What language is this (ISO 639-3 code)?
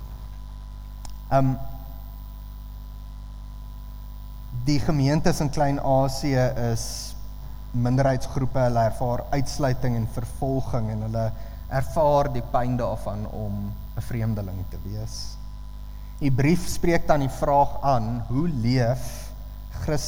afr